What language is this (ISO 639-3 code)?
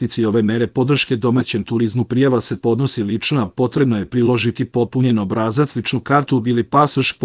srp